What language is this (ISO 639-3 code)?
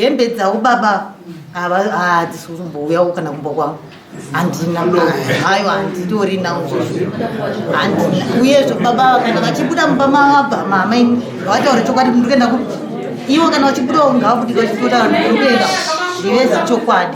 sna